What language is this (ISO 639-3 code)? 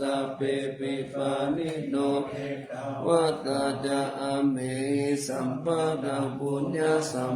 pli